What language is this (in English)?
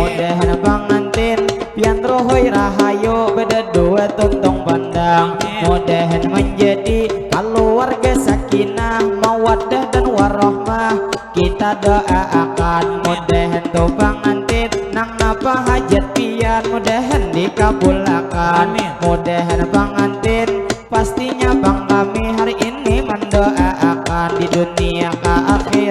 Banjar